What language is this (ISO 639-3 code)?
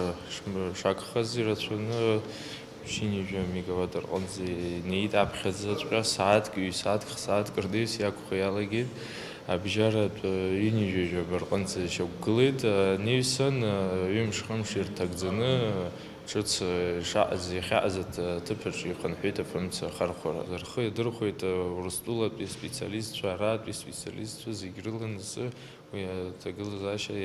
abk